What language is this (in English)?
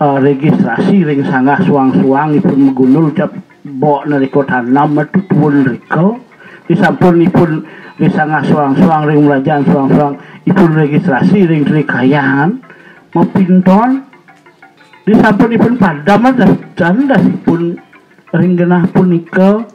Balinese